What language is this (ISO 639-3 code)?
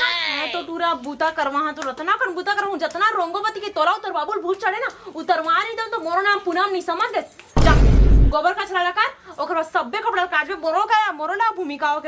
hne